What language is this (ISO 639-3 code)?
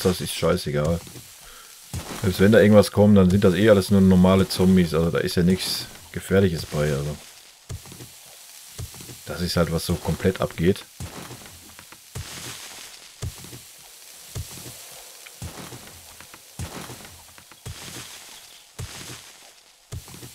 deu